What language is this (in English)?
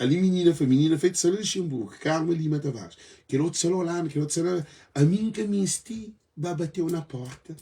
Kabuverdianu